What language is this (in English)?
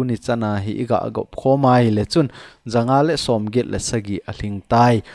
Thado Chin